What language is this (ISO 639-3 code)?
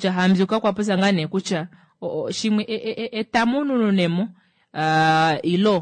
kua